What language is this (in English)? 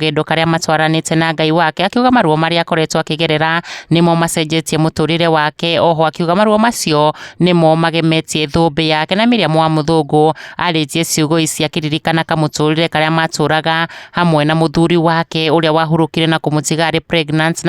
Kikuyu